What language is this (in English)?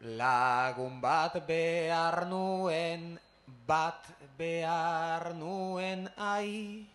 Basque